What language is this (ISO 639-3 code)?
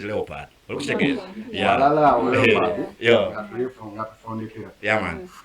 xog